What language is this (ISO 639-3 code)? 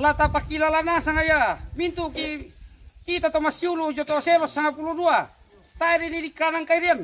sda